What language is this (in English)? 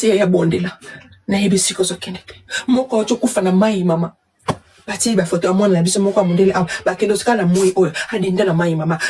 Lingala